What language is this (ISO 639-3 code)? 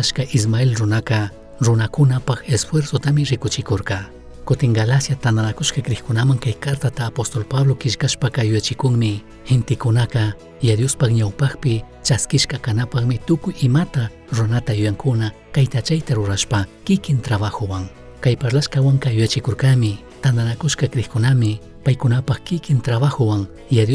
qug